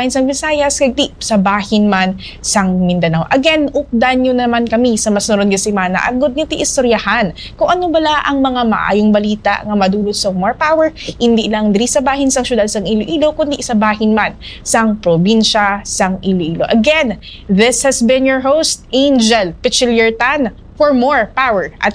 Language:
Hiligaynon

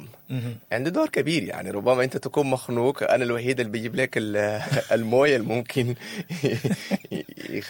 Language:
Sudanese Arabic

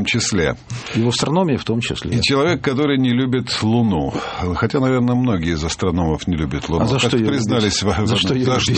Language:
Russian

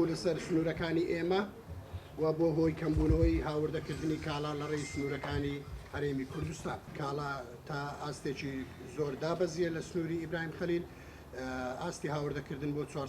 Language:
Central Kurdish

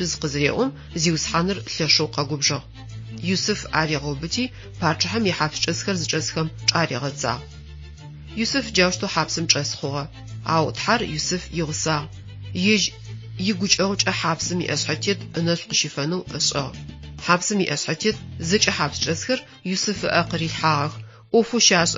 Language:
Adyghe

